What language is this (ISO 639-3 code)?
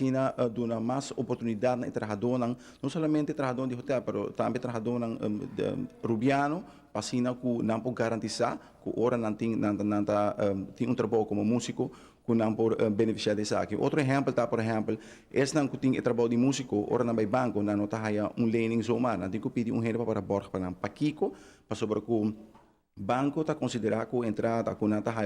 pap